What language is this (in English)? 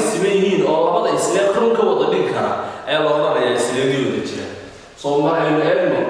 Somali